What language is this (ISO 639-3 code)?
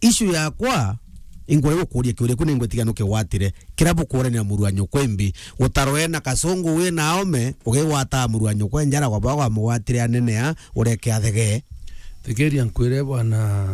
mer